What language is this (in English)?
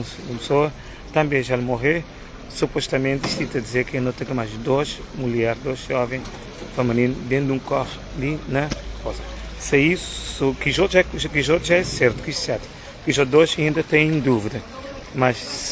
Kabuverdianu